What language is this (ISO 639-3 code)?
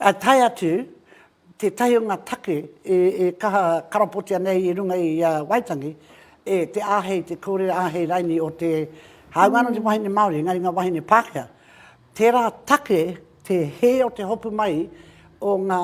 mri